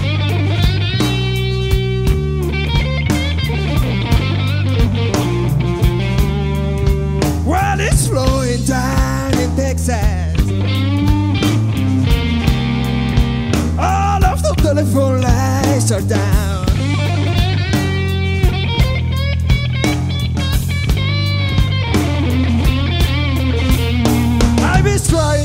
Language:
English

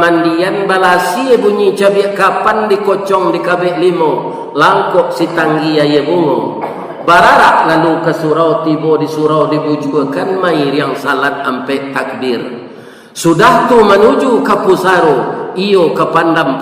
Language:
Minangkabau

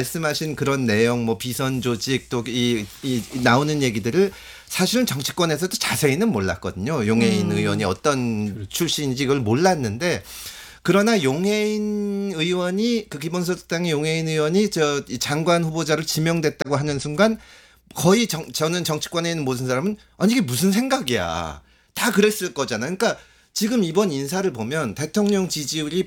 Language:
Korean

